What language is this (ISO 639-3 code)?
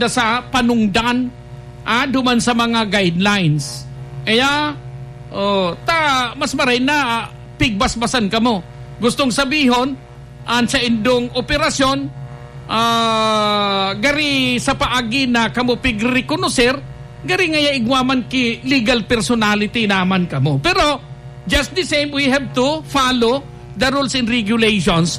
bik